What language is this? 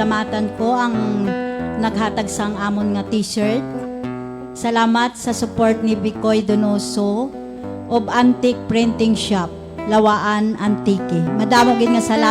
Hiligaynon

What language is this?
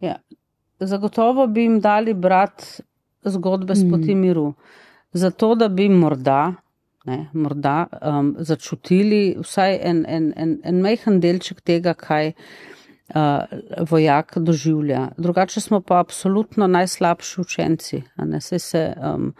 Slovenian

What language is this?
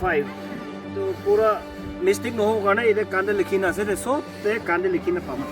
Naga Pidgin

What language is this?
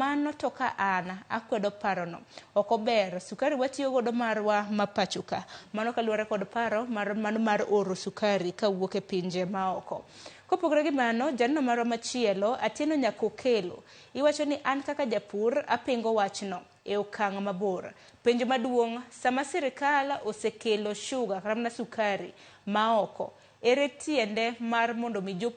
Luo (Kenya and Tanzania)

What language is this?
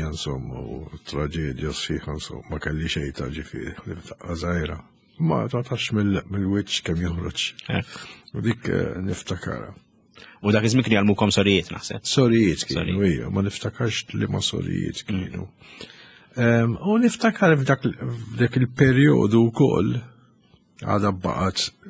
Maltese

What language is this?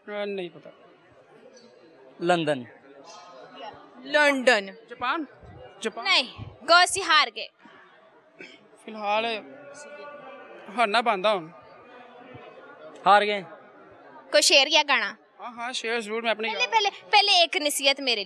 Punjabi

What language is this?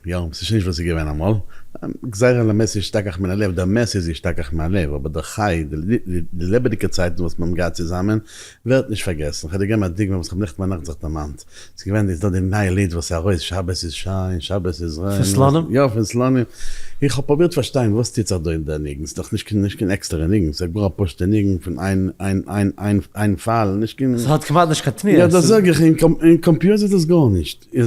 Yiddish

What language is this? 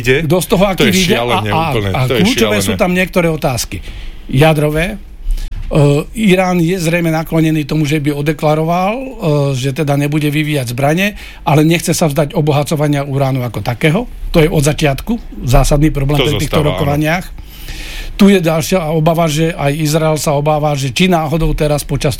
Slovak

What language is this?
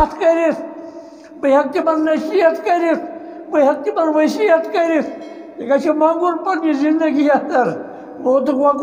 Kashmiri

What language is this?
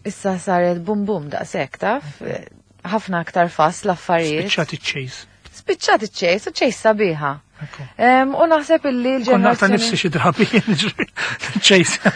Maltese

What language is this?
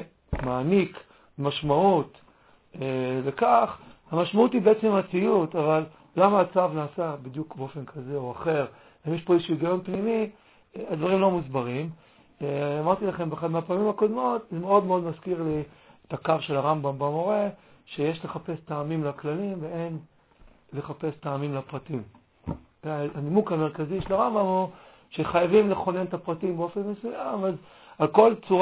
Hebrew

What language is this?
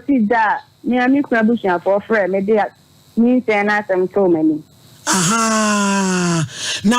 Akan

